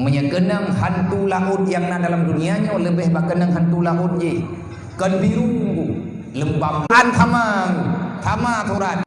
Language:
Achinese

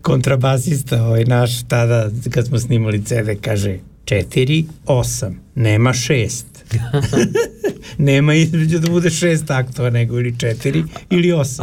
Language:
Serbian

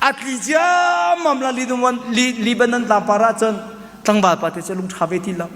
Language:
Hakha Chin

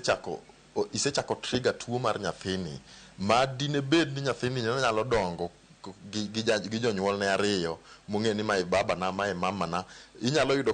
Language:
Luo (Kenya and Tanzania)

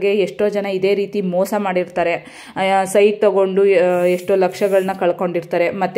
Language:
Kannada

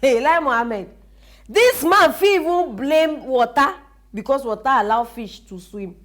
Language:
Nigerian Pidgin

